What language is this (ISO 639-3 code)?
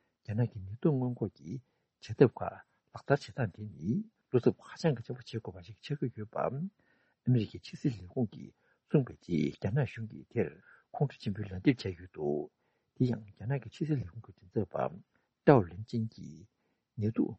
bod